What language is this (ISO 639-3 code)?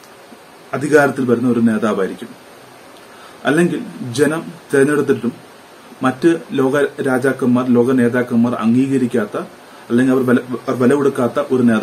mal